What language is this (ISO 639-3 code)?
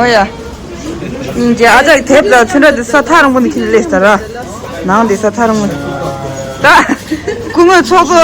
bod